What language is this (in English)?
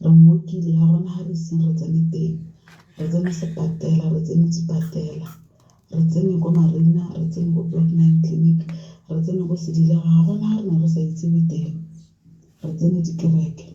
Tswana